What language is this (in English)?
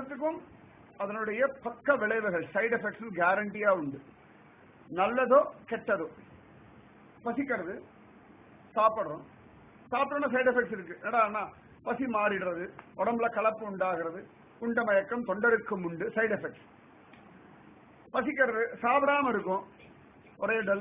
Tamil